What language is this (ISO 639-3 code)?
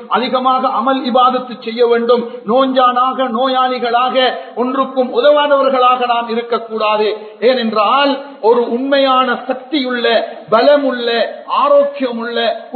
tam